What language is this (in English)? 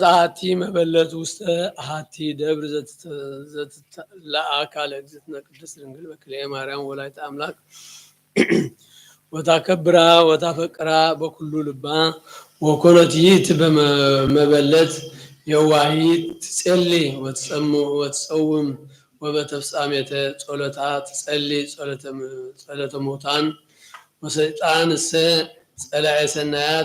Geez